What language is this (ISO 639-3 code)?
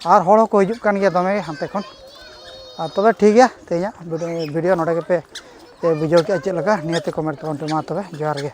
sat